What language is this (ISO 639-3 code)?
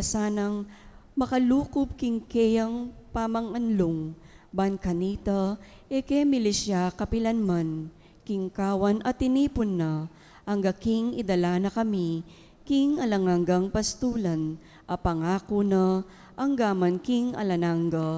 pam